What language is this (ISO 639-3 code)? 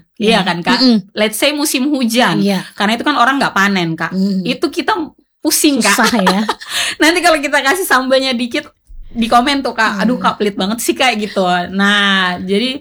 ind